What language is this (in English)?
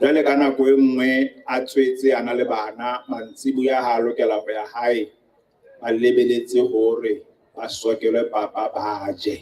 Southern Sotho